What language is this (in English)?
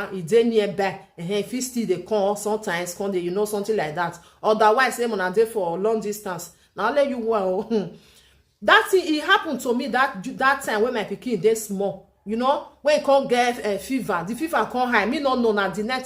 Nigerian Pidgin